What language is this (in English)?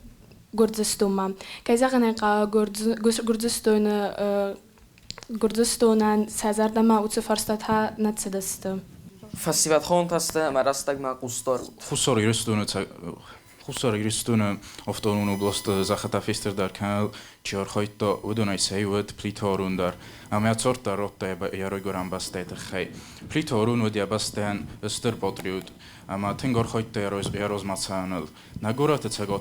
Ossetic